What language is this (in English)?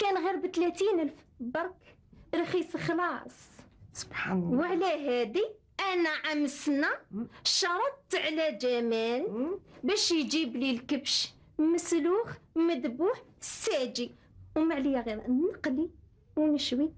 Algerian Arabic